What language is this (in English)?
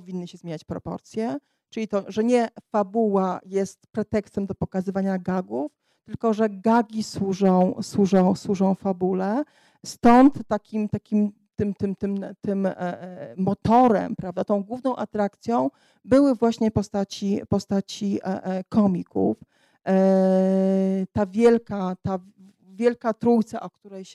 Polish